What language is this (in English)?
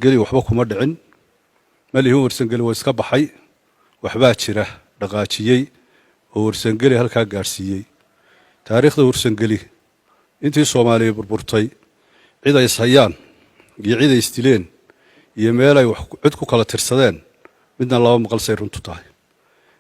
Somali